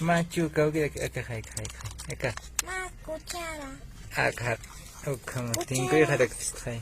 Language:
Aymara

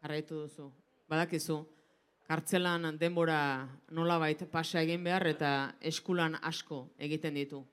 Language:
Basque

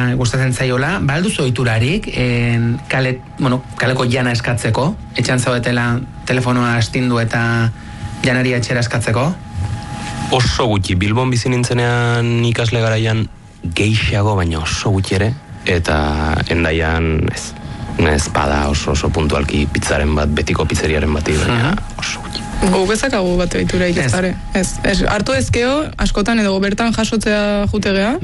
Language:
Basque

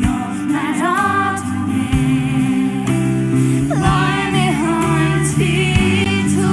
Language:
Faroese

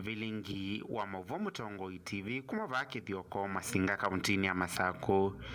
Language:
Kamba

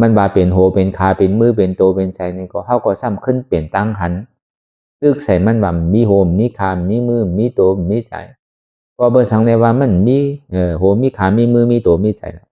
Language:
Shan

